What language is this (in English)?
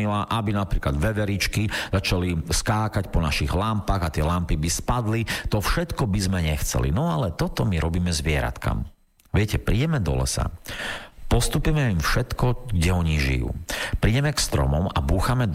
Slovak